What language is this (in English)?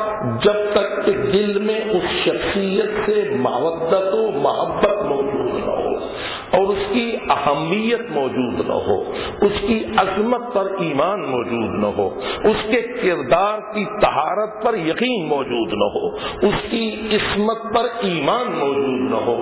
Urdu